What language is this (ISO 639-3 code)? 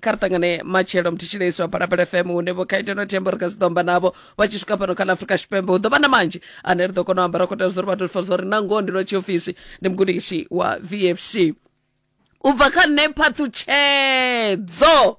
ven